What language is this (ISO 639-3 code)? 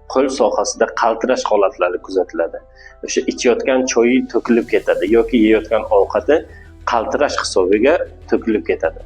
uzb